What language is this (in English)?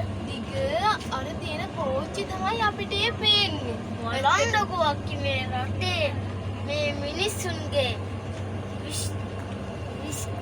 Sinhala